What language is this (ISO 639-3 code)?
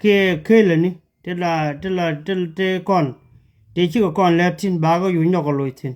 nus